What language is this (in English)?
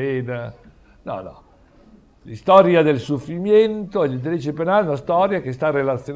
Italian